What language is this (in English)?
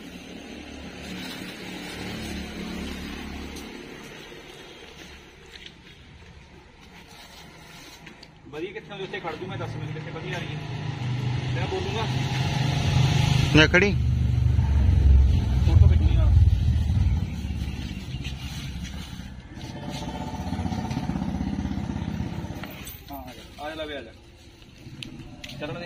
Punjabi